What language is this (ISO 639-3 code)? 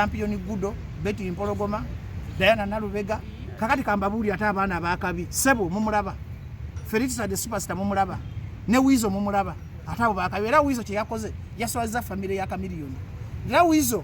lug